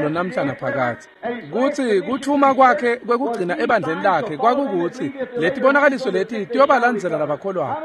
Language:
Swati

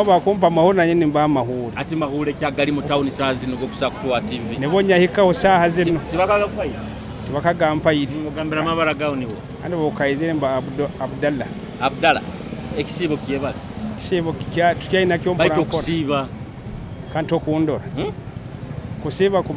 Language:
Nyoro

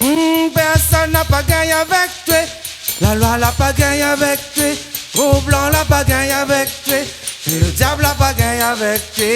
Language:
Réunion Creole French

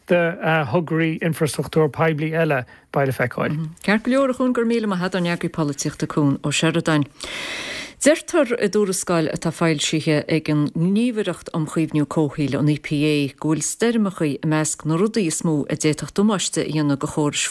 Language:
Irish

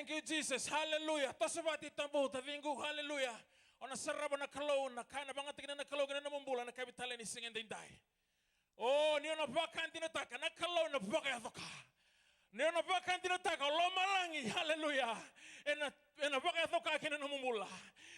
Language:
Fijian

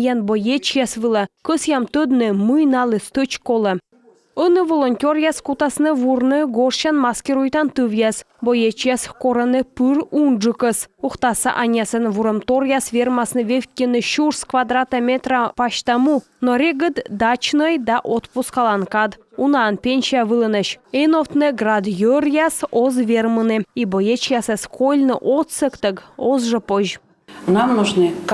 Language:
Komi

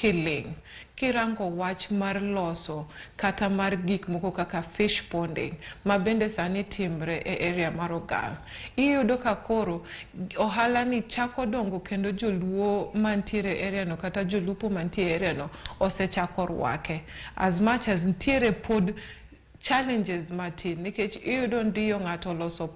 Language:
Luo (Kenya and Tanzania)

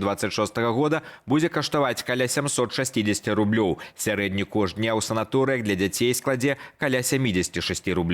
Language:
Belarusian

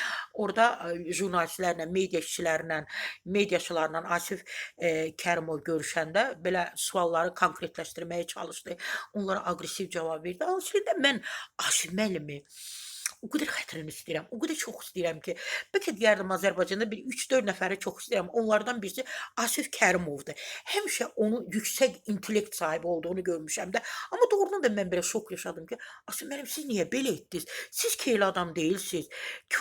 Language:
Azerbaijani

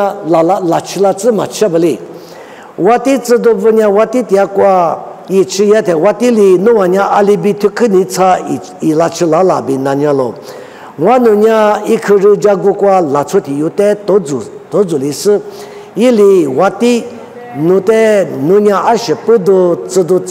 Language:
Lisu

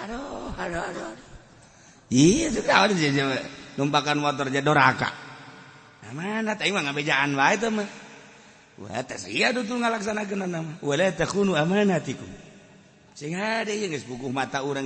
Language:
Sundanese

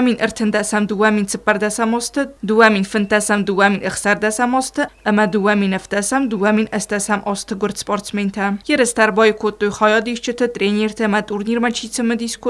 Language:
Ossetic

